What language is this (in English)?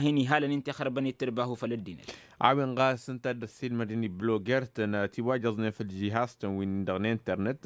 Tamasheq